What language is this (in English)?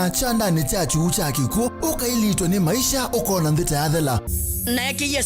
Kamba